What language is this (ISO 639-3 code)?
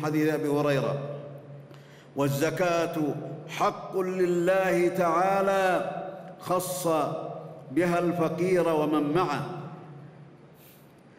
ara